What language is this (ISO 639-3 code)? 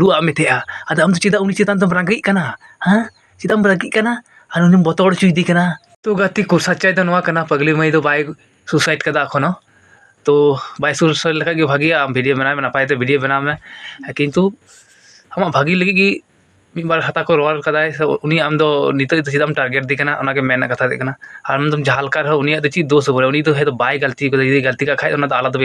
sat